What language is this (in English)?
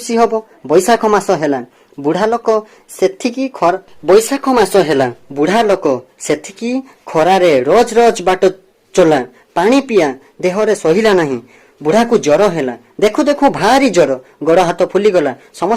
Odia